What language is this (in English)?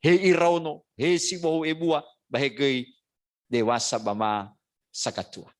Nias